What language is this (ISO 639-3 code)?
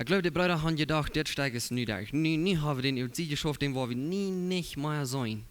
pdt